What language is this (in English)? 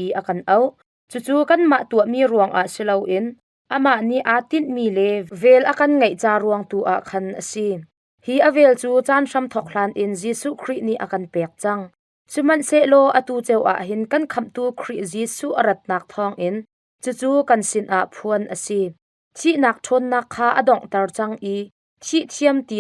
Hakha Chin